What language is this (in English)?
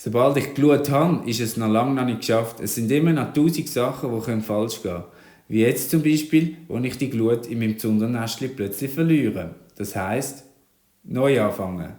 Swiss German